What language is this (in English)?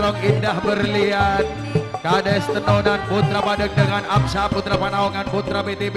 Madurese